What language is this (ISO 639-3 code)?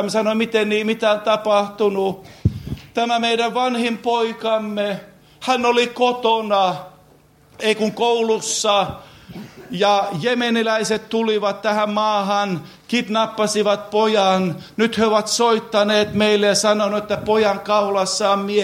fin